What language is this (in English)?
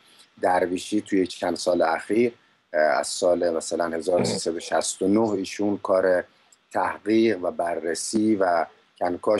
Persian